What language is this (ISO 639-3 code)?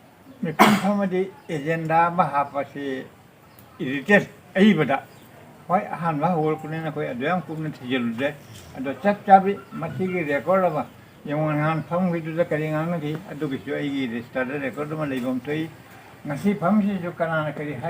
mni